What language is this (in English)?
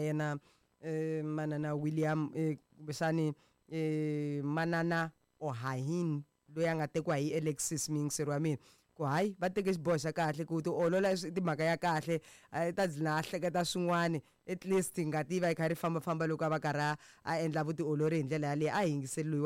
Tsonga